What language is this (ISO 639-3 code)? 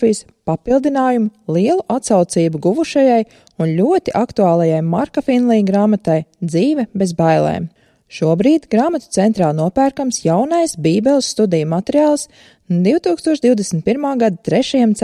lav